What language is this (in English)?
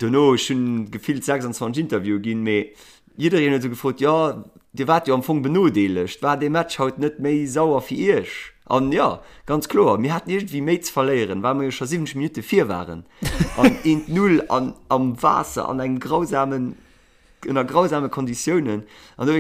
Luxembourgish